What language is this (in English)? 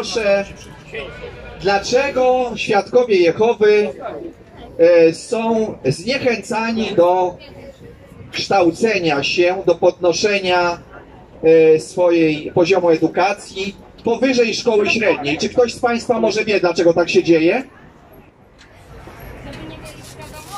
Polish